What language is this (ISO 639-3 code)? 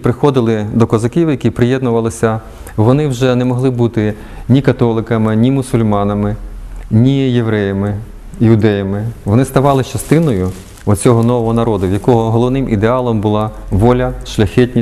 ukr